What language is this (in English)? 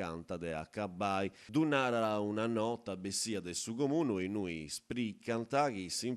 Sardinian